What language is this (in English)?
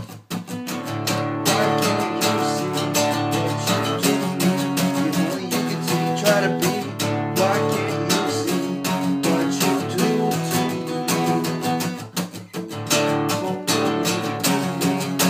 English